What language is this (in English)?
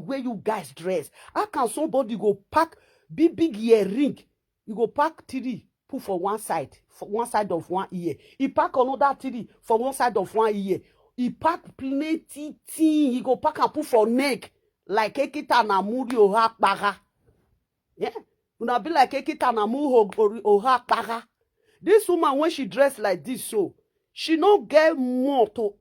Nigerian Pidgin